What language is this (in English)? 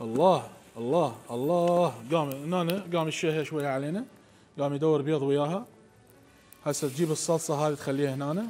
Mesopotamian Arabic